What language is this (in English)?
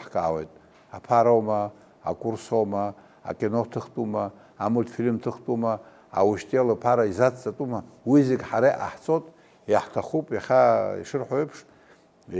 Abkhazian